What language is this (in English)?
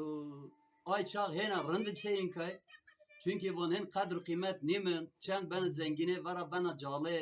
Zaza